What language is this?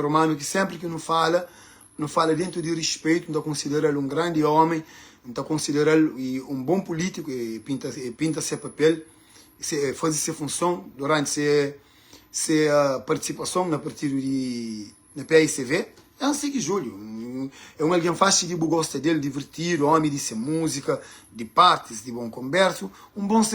Kabuverdianu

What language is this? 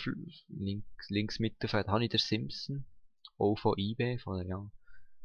Swiss German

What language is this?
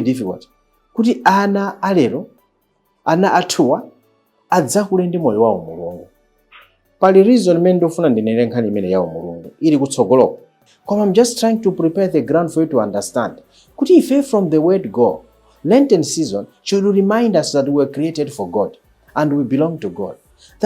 Nyanja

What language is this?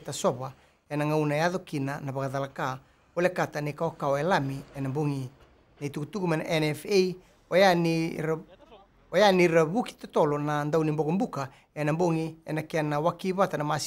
Fijian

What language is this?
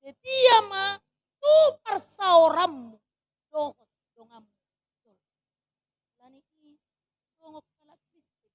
Batak Toba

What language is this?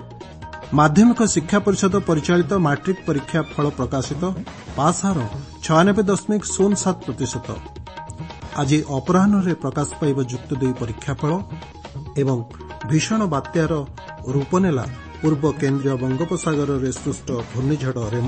Odia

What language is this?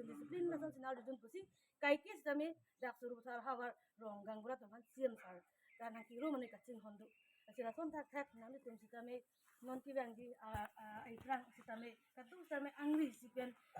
Karbi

